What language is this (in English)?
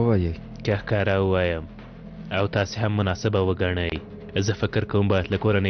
Pashto